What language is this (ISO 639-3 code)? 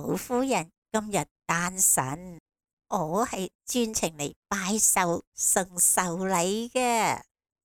yue